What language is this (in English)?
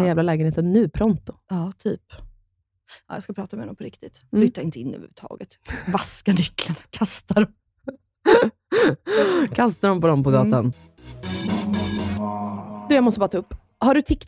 Swedish